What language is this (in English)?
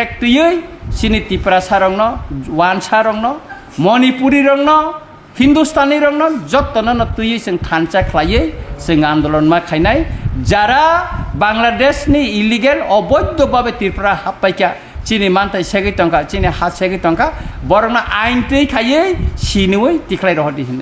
Kok Borok